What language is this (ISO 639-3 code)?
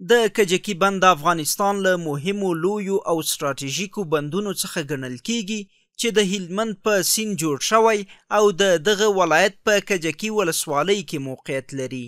pus